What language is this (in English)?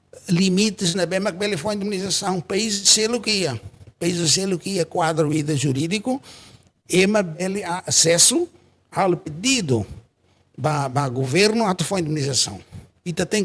Tetum